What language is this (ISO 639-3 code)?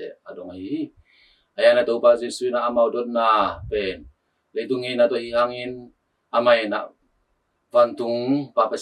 ctd